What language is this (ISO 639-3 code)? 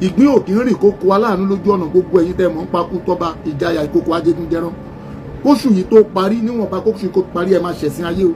yor